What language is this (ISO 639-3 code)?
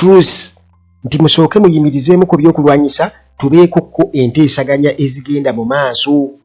lug